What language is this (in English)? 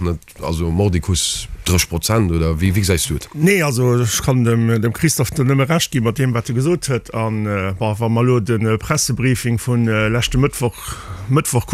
Luxembourgish